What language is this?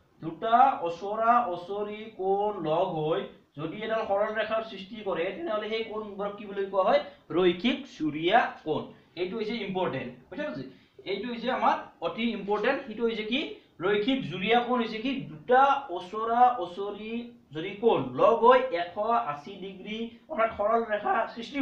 Assamese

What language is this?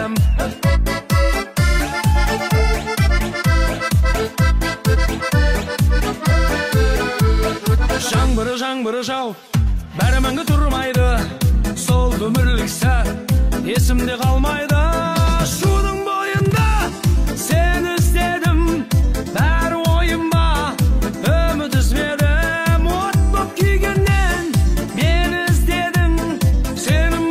Kazakh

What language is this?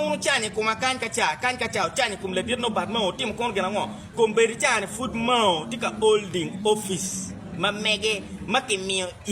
Acoli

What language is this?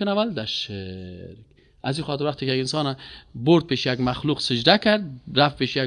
Persian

